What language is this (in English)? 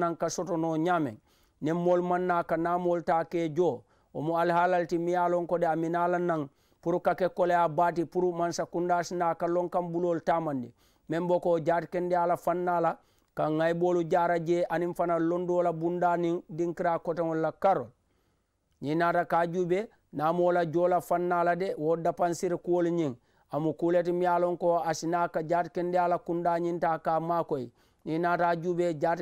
Mandingo